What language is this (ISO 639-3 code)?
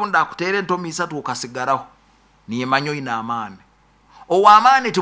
nyn